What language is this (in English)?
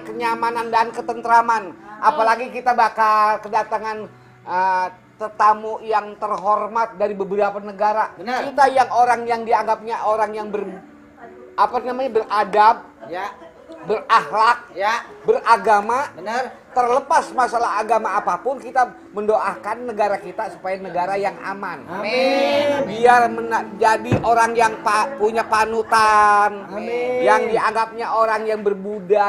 Betawi